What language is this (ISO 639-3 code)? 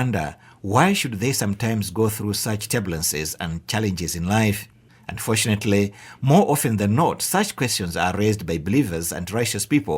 eng